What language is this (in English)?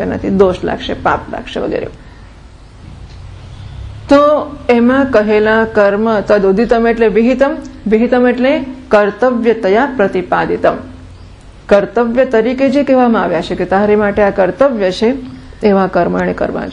Gujarati